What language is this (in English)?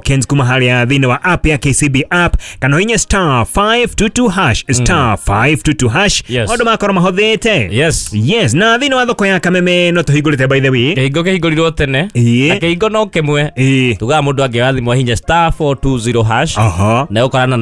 Kikuyu